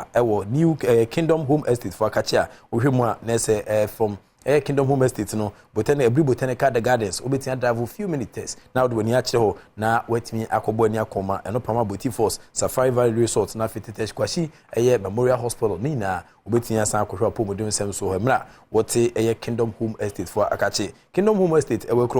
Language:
Akan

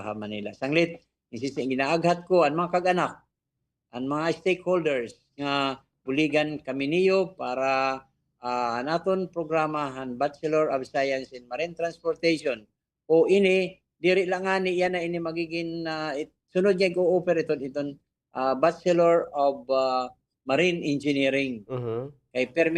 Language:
Waray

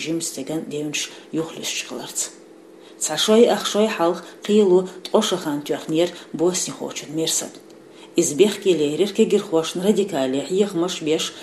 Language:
Chechen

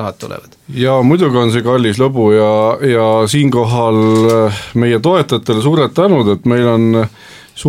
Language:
Estonian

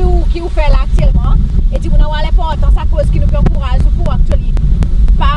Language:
Seselwa Creole French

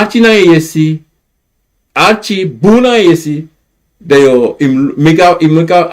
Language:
Sranan Tongo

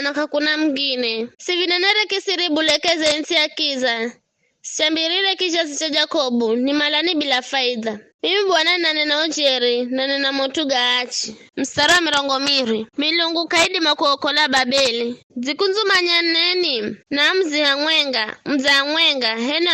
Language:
Giryama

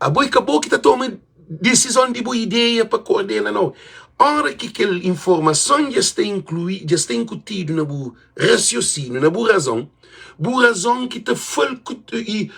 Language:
Kabuverdianu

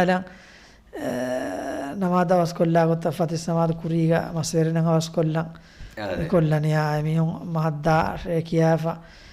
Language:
Divehi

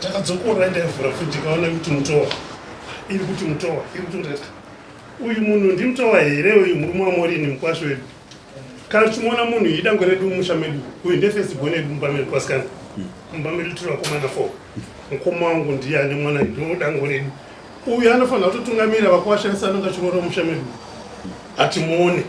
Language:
Shona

